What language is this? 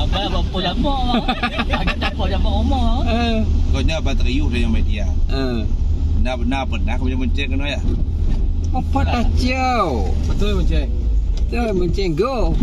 Achinese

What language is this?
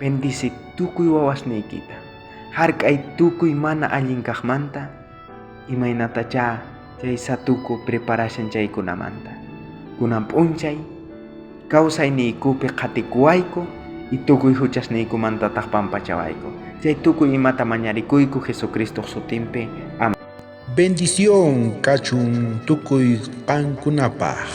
South Bolivian Quechua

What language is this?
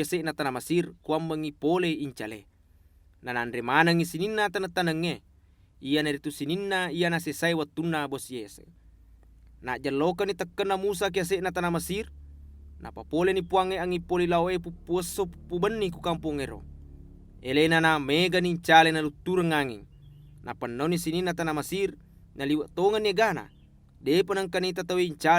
Buginese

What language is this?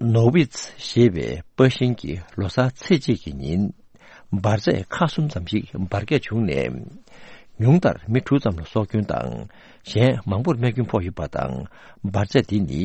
Tibetan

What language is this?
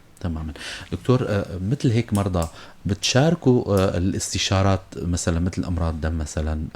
North Levantine Arabic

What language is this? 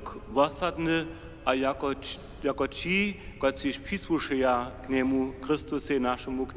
Upper Sorbian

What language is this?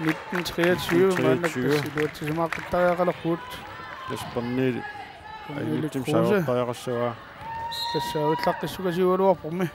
Kalaallisut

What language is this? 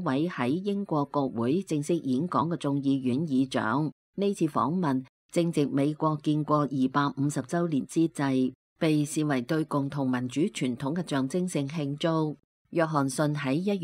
Cantonese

